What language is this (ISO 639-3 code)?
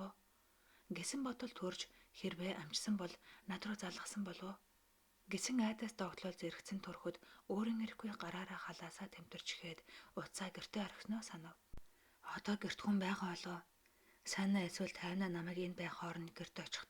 mon